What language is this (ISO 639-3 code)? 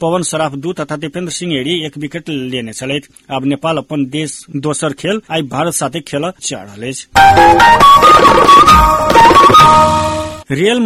mai